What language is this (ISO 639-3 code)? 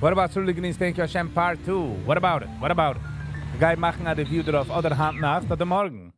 yid